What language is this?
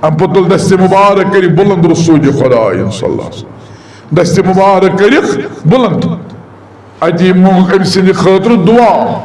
Kashmiri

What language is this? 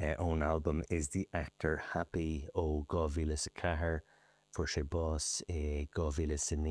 Irish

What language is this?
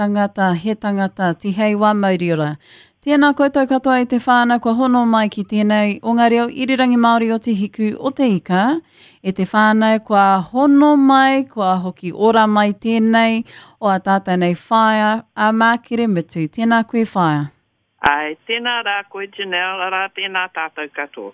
Māori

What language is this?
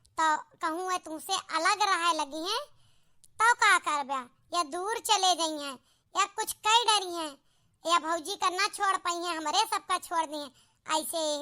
Awadhi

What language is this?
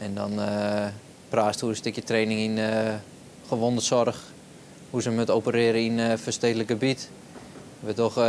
Western Frisian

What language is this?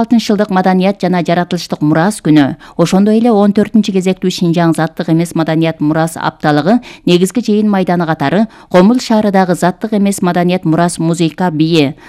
Kyrgyz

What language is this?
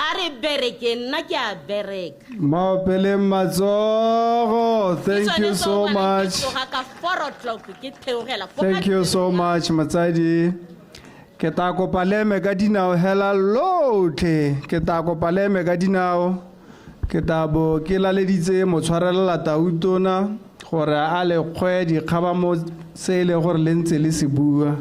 Tswana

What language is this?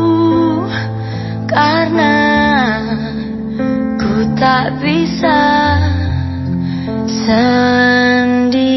Indonesian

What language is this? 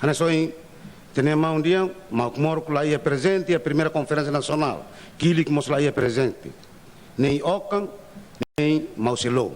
Tetum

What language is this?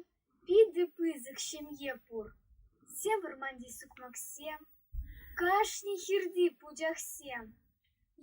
Chuvash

